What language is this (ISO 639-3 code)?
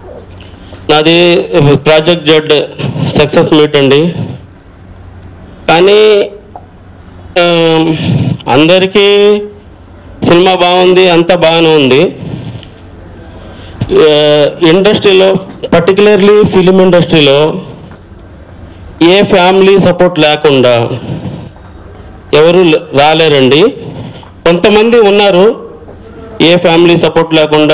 tel